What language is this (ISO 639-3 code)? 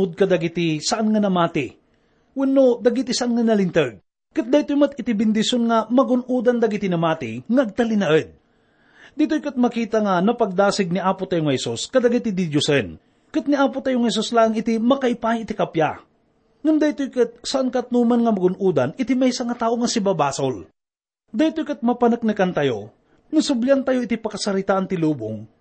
ilo